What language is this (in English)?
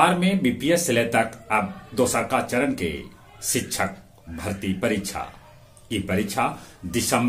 Magahi